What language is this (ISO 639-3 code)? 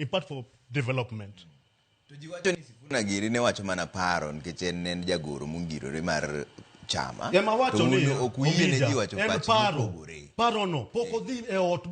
luo